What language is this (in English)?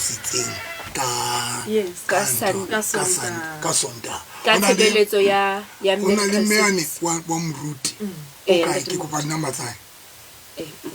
Southern Sotho